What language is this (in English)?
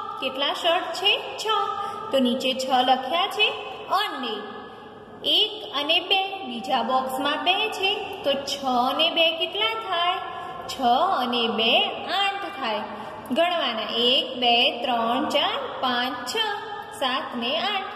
Gujarati